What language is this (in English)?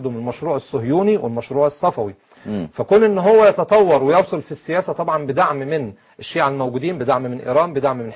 Arabic